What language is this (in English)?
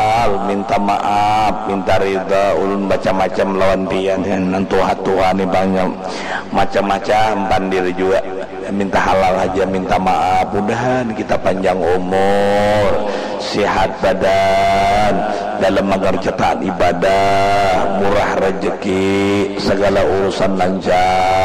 Banjar